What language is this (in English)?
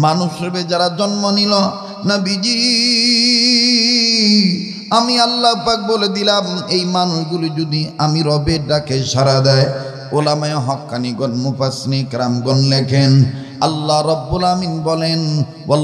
Bangla